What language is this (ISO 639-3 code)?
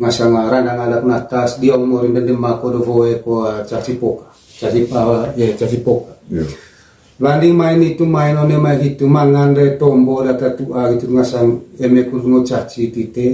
mqy